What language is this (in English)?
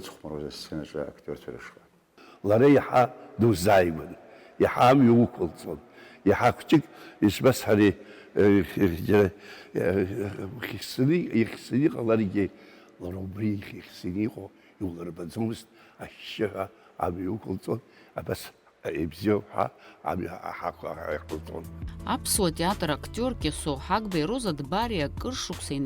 Abkhazian